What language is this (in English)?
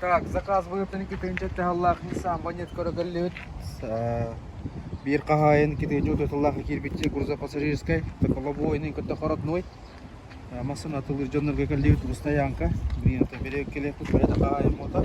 Yakut